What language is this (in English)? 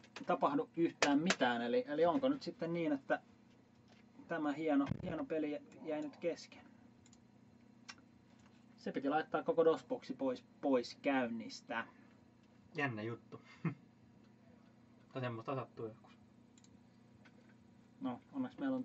Finnish